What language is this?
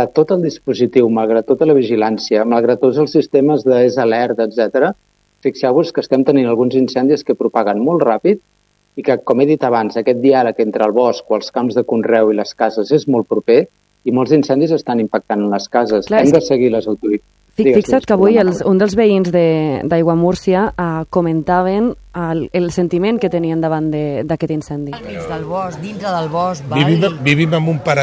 Catalan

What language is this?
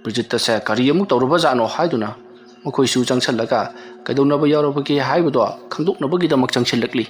Manipuri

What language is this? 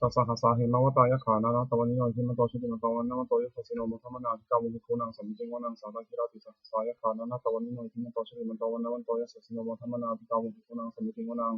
Pali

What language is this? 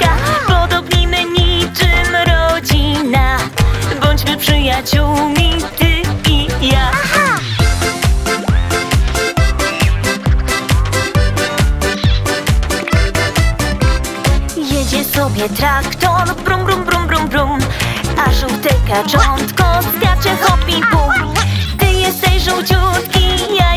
Polish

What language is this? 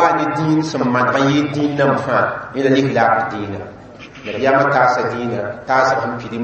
Mossi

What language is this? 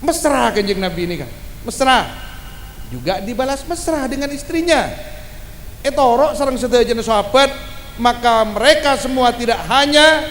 Madurese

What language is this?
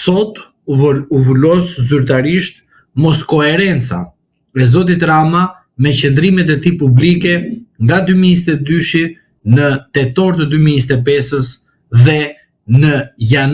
Albanian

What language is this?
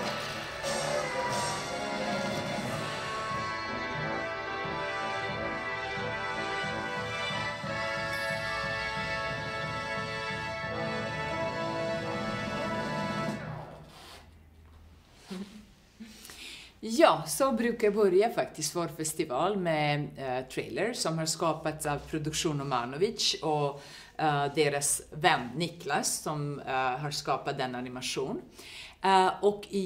Swedish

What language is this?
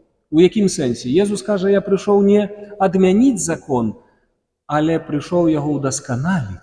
Belarusian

